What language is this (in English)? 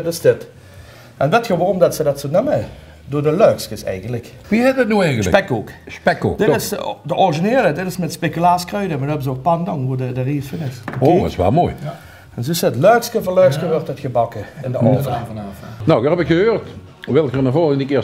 Limburgish